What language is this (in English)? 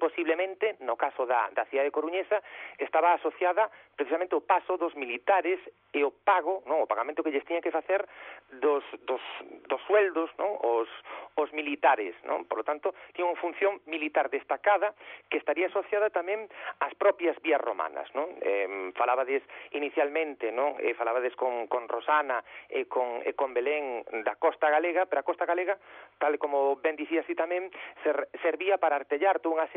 Galician